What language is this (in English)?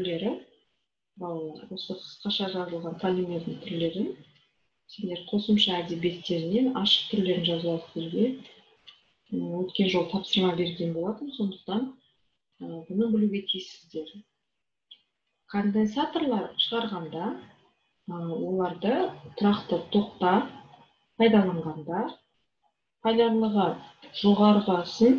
Kazakh